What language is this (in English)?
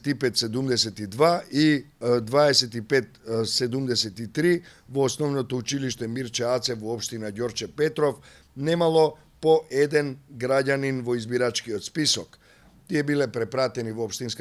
Macedonian